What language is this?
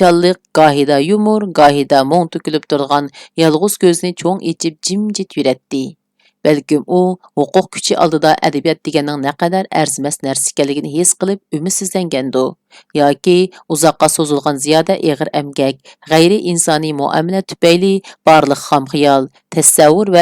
Uyghur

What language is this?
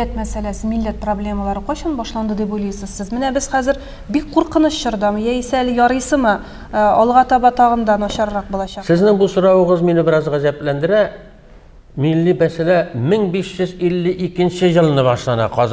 Tatar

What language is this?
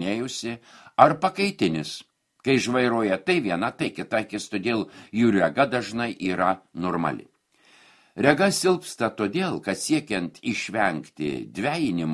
Lithuanian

